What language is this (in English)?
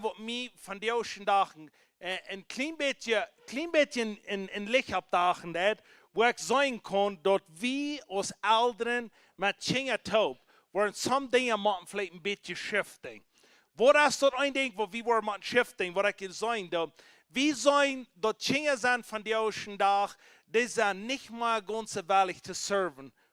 Plautdietsch